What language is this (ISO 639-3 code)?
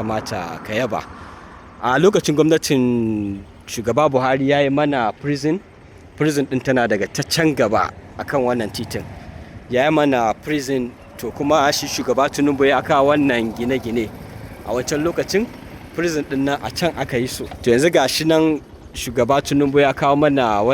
hau